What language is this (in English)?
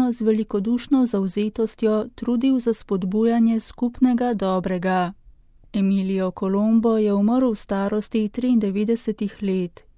Slovenian